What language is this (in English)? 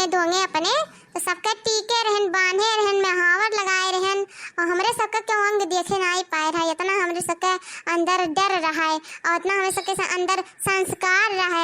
Awadhi